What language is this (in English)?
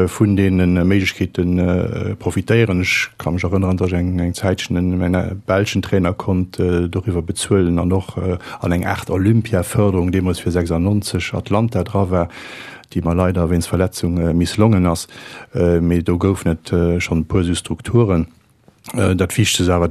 Luxembourgish